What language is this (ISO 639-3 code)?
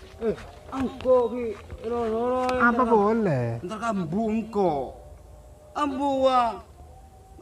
mad